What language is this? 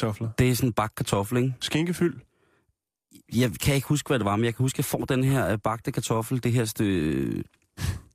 Danish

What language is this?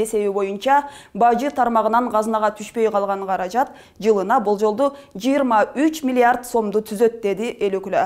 Kyrgyz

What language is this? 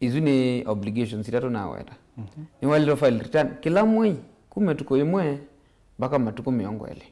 Kamba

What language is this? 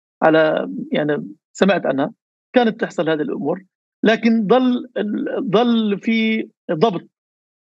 North Levantine Arabic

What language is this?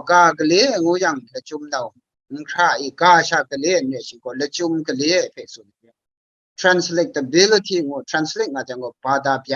Kachin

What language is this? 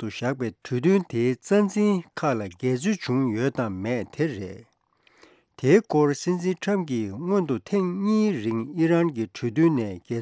Tibetan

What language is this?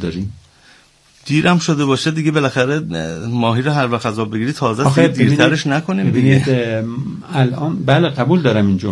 Persian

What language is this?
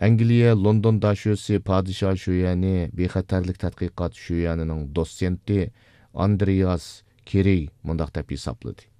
Uyghur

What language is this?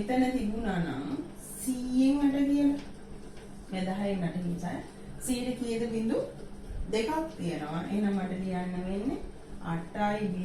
Sinhala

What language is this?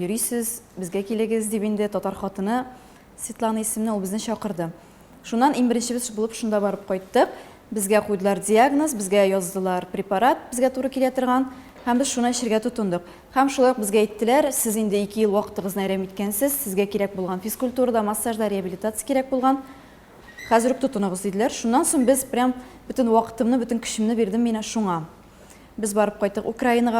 Tatar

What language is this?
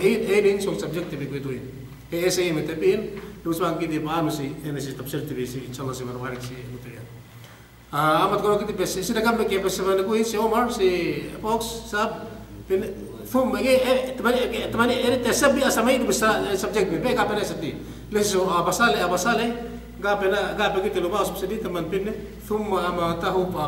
Yakan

